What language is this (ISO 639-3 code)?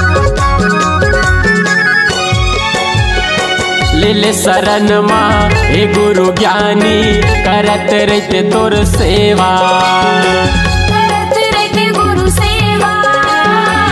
hne